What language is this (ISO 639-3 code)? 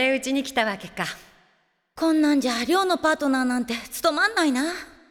jpn